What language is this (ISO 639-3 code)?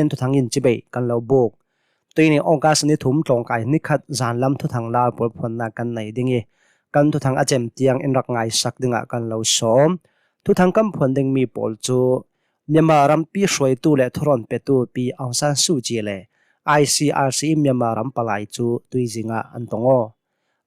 cnh